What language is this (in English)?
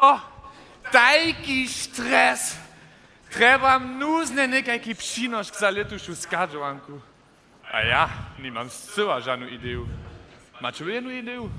Upper Sorbian